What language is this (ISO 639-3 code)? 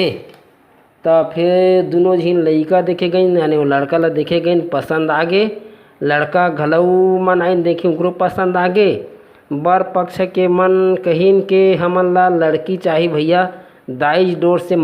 hne